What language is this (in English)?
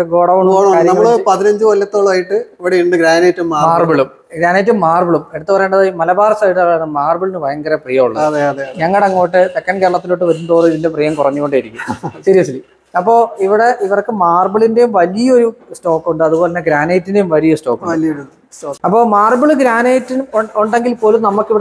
Malayalam